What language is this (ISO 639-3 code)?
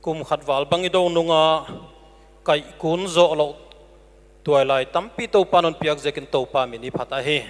pck